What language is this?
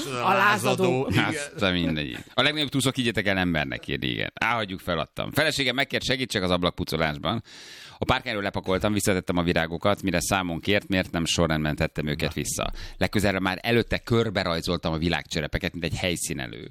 Hungarian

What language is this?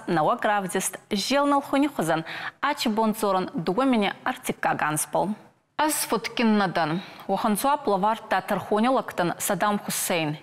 Ossetic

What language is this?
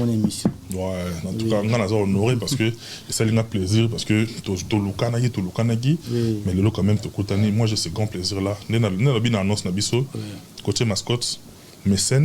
Lingala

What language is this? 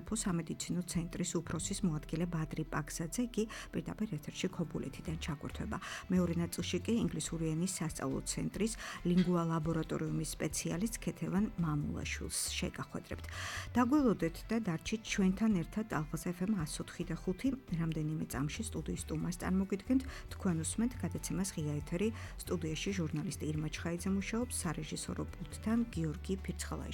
Georgian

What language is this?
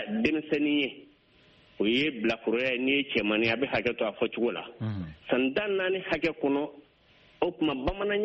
Bambara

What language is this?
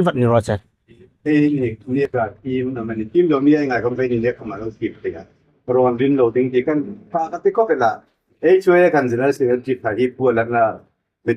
Hmar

